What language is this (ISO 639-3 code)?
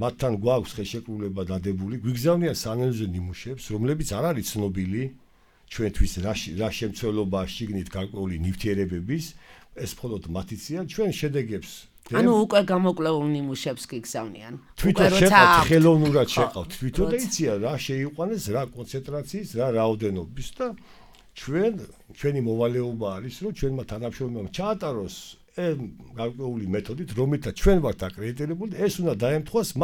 kat